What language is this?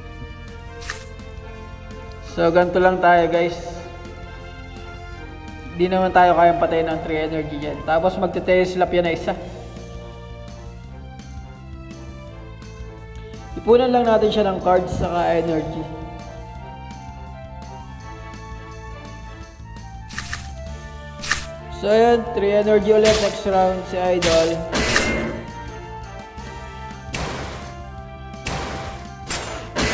Filipino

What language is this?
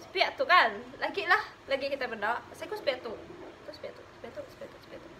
Iban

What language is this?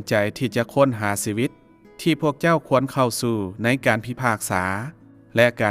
Lao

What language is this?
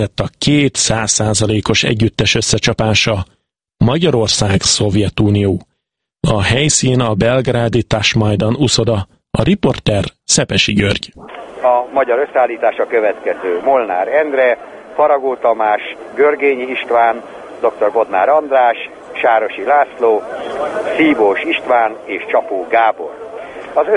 Hungarian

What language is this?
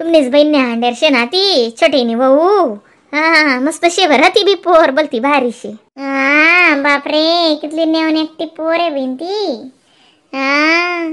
Khandesi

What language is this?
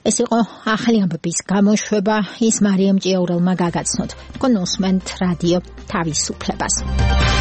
Georgian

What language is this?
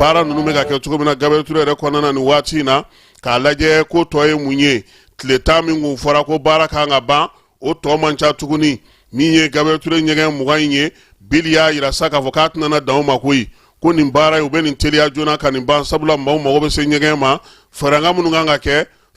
Bambara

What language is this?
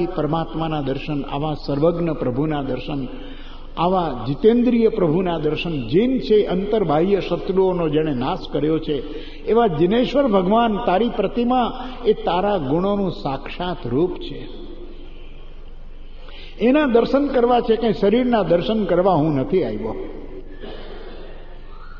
Gujarati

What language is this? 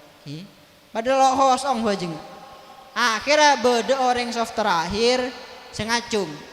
Madurese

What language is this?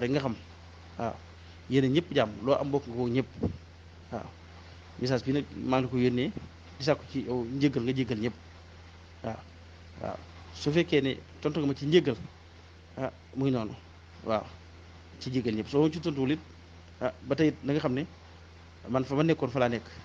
Wolof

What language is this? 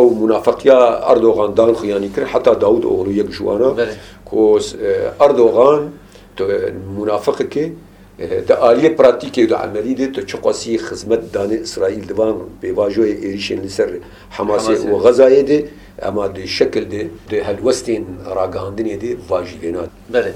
Kurdish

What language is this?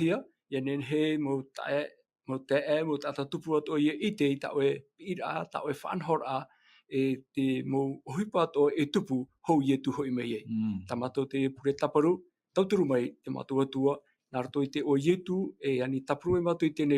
Tahitian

